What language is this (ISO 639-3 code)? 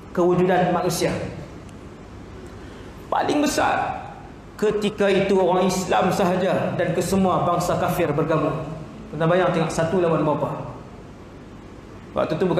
msa